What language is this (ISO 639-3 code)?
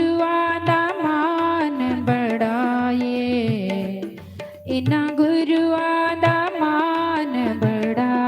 doi